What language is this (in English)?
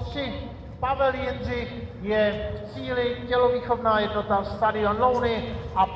Czech